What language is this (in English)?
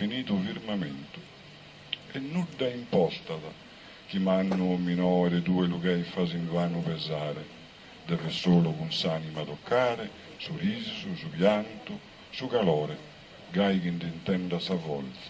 Sardinian